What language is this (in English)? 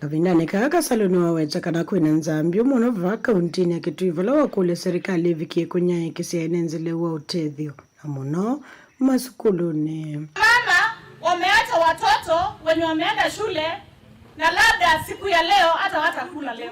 Kamba